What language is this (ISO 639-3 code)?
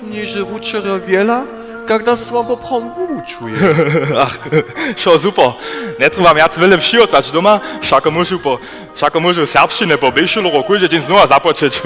hsb